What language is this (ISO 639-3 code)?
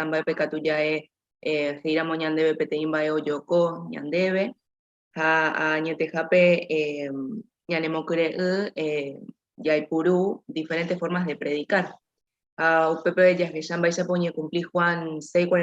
grn